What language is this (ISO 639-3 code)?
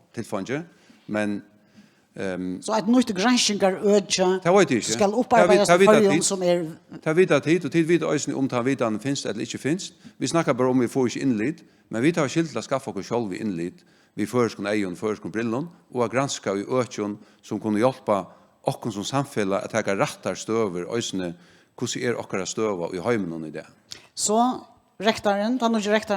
fao